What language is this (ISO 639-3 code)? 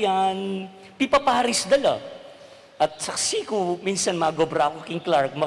pam